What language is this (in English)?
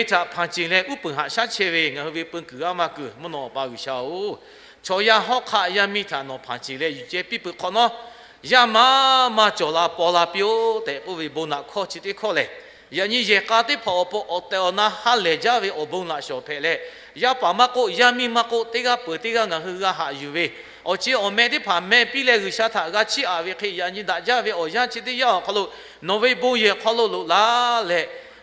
Lahu